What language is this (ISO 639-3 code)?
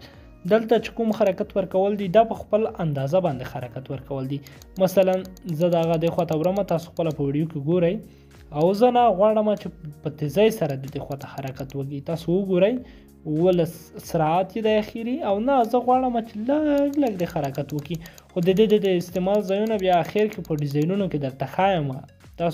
pus